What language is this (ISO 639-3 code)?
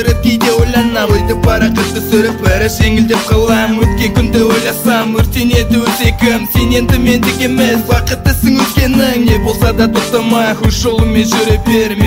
kaz